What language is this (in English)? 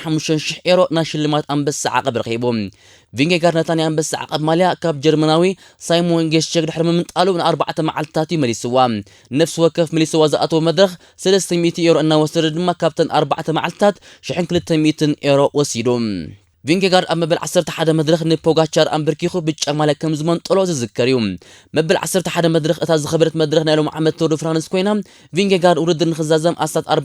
Tigrinya